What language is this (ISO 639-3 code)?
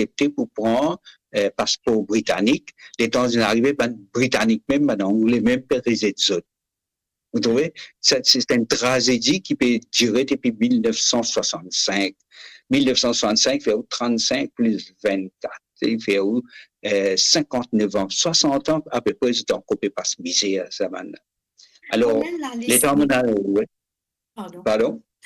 mfe